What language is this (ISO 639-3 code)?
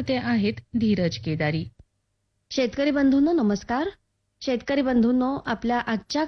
mar